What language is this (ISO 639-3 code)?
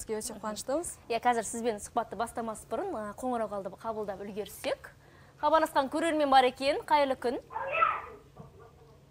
kaz